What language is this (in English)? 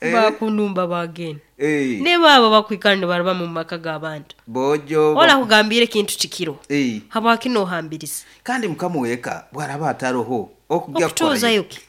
Nyoro